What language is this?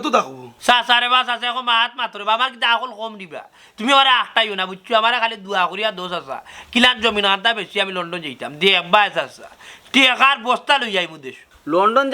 Sylheti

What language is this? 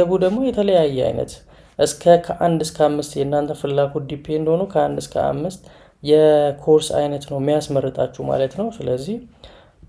Amharic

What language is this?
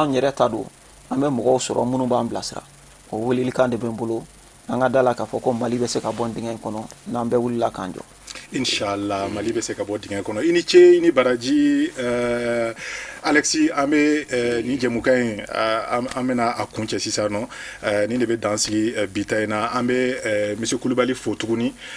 Bambara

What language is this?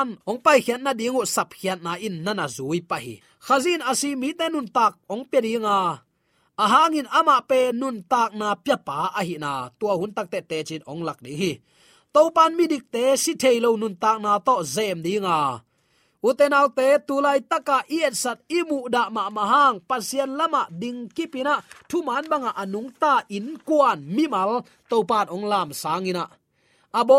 Tedim Chin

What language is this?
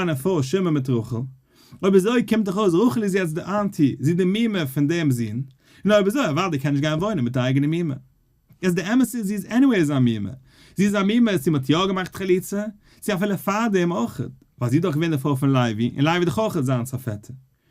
Yiddish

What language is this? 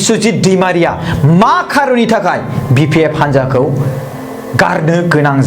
Bodo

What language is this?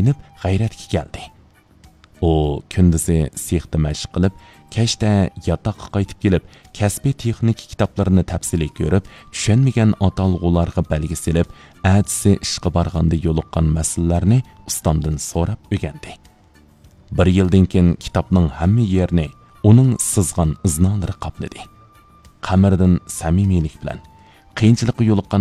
Uyghur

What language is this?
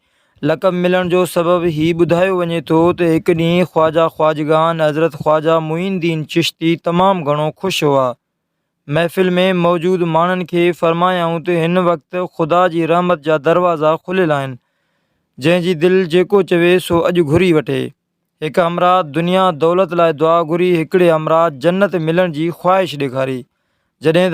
Sindhi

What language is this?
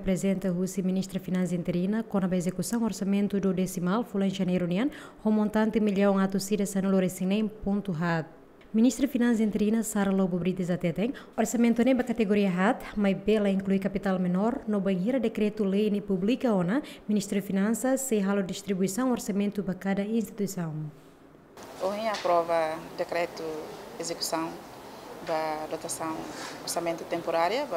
Tetum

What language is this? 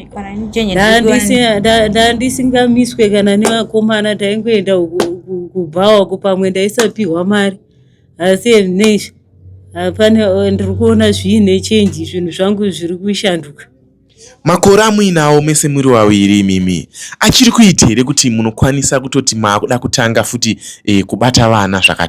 Shona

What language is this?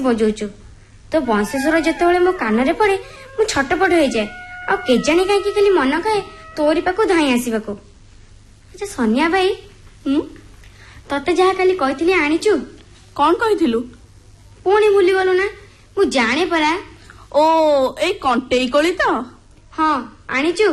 Odia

